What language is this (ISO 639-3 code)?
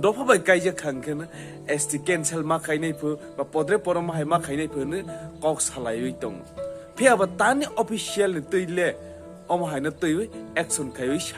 trp